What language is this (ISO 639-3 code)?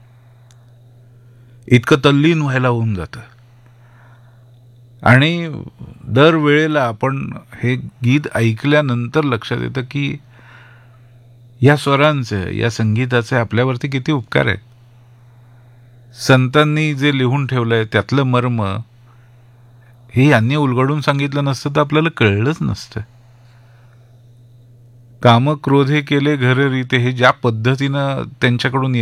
mar